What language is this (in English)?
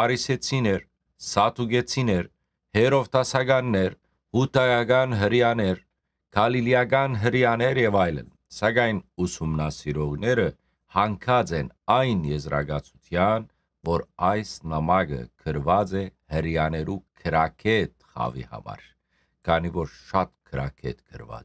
Western Armenian